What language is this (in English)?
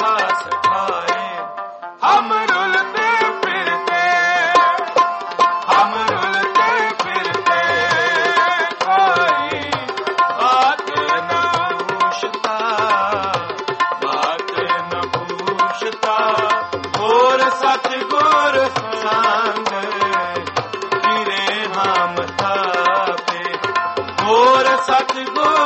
Punjabi